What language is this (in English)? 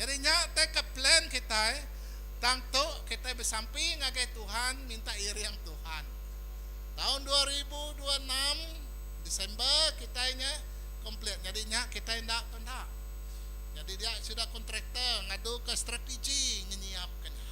Iban